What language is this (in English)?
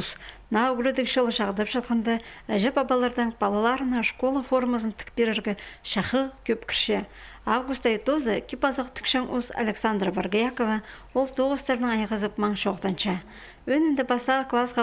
Khakas